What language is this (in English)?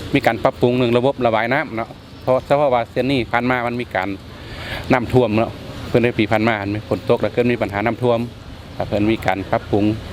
Lao